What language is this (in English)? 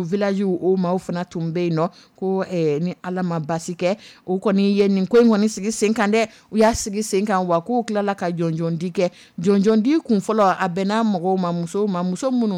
Dyula